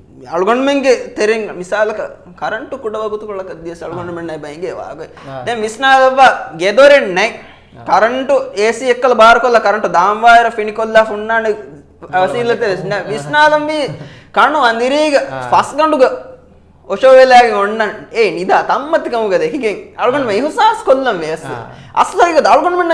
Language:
Divehi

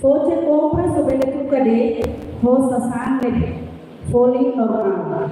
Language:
Tetum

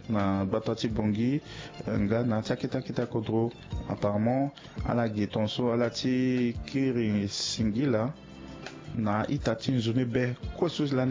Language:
Sango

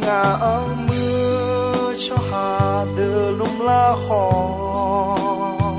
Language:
Akha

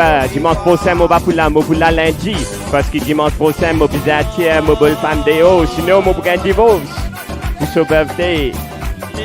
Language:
Morisyen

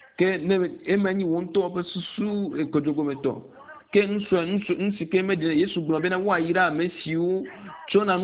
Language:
Ewe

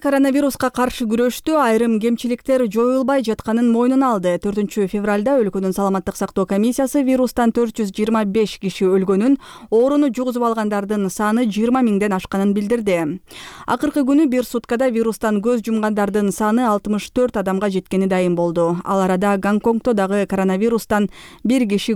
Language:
Kyrgyz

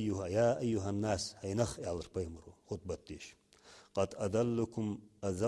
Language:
Ingush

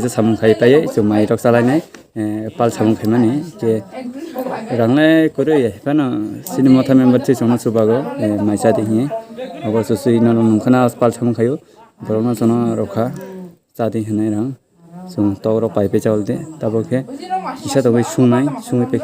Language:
Kok Borok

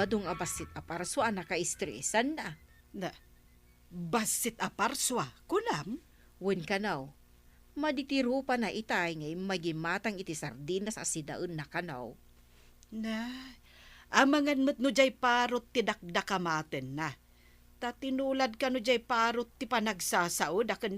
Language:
Iloko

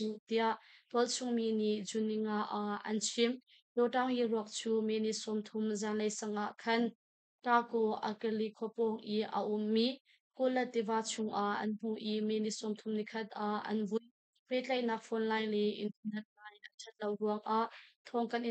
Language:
Hakha Chin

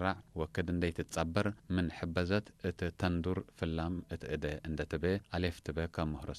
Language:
Tigre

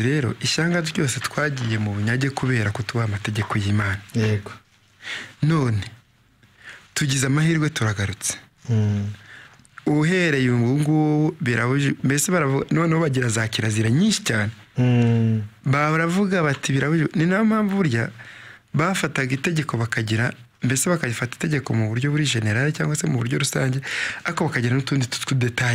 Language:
Kinyarwanda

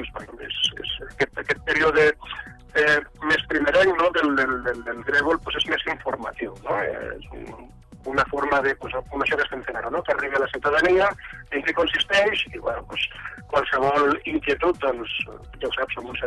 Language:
Catalan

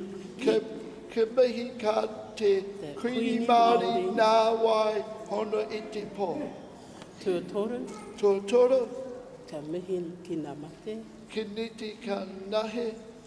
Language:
Māori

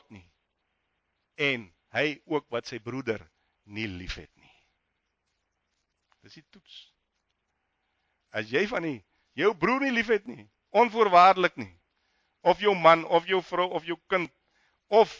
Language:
Afrikaans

